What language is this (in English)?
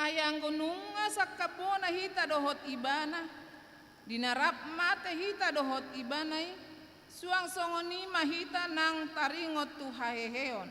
Batak Toba